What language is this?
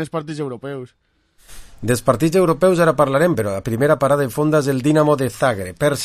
Catalan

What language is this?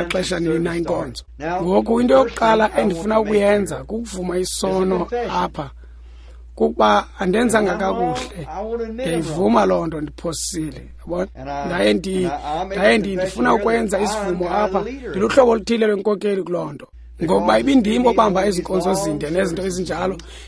Xhosa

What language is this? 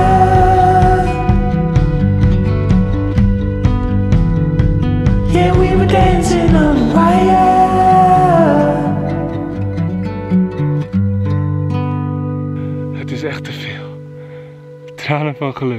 Dutch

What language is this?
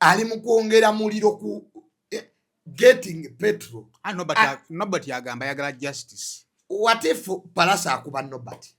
Ganda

